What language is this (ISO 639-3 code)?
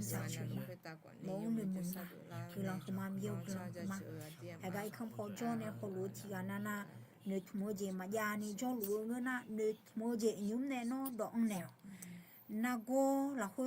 ahk